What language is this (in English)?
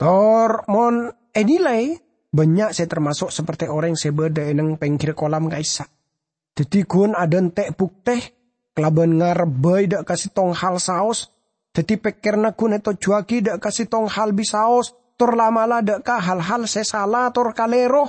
Madurese